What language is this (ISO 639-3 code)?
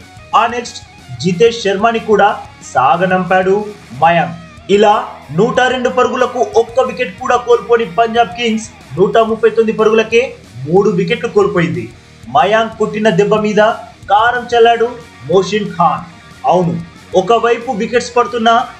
tel